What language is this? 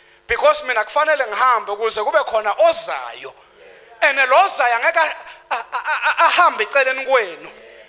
Zulu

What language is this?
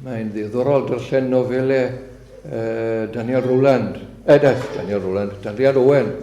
Welsh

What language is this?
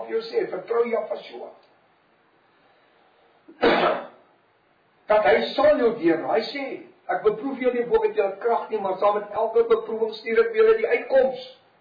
Afrikaans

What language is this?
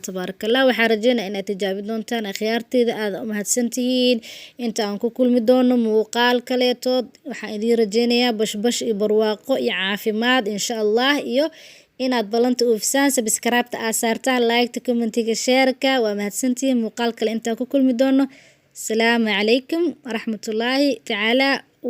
Somali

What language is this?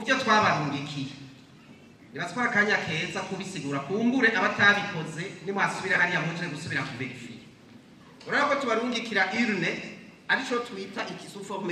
Rundi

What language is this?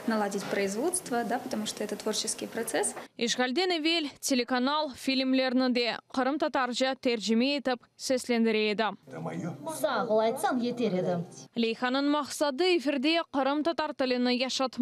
Crimean Tatar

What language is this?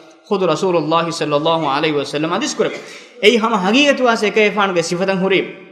Divehi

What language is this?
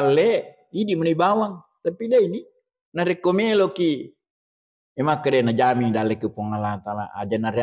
Buginese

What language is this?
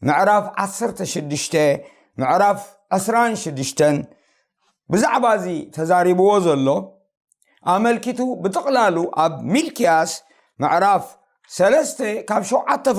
Tigrinya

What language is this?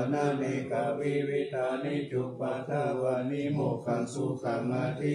Pali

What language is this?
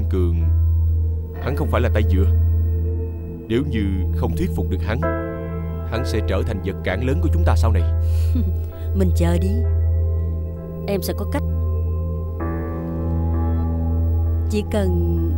Vietnamese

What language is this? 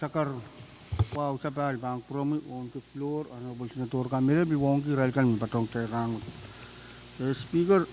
Pohnpeian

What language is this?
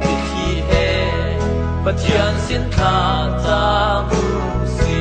Hakha Chin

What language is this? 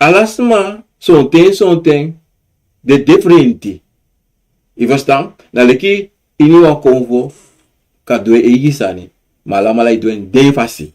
Sranan Tongo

